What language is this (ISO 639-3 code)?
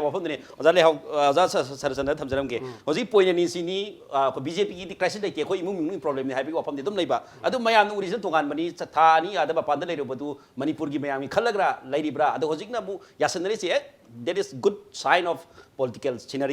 mni